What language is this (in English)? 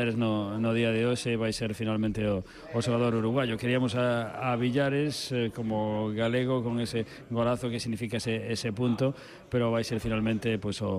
Galician